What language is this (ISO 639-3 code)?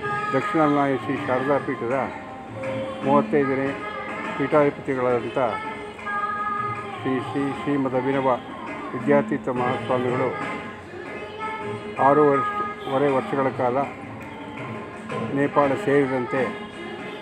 kan